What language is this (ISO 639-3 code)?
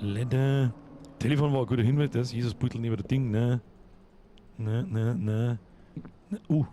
bar